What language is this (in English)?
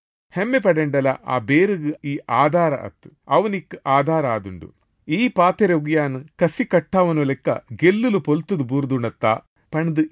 Tulu